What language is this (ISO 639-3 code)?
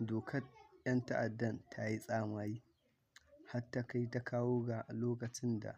hau